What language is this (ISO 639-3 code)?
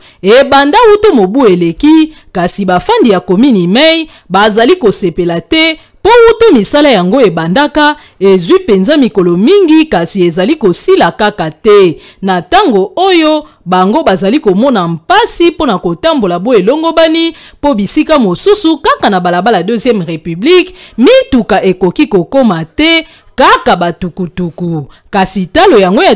lin